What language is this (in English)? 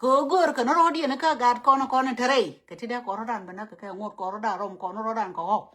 Nuer